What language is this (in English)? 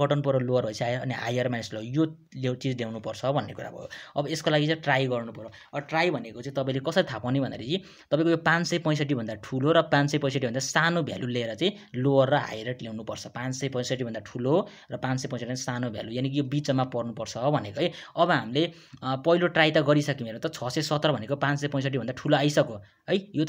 Nepali